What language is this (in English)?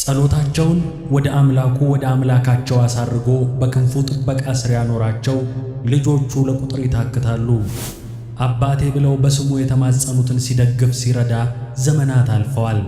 Amharic